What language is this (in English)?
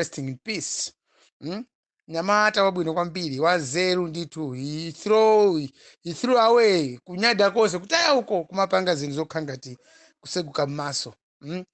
Nyanja